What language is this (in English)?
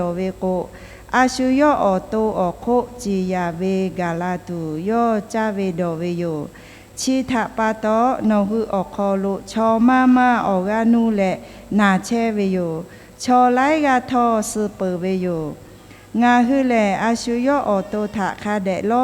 Lahu